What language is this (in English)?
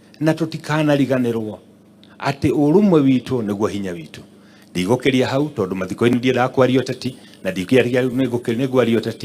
Kikuyu